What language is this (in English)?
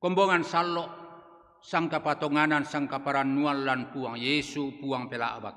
Toraja-Sa'dan